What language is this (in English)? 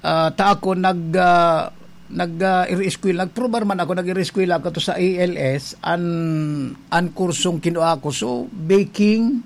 Bikol